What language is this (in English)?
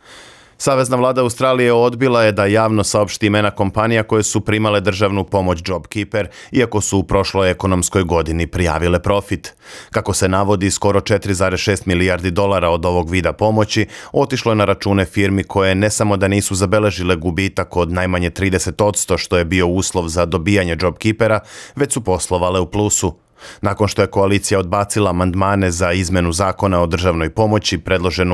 Serbian